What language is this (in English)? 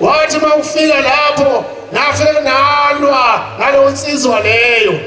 Zulu